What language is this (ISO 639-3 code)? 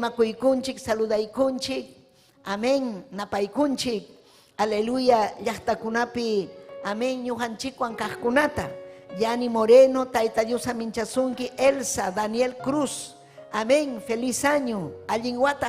quy